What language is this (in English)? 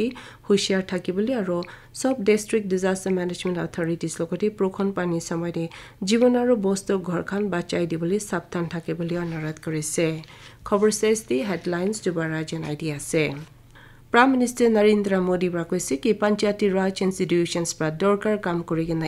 Naga Pidgin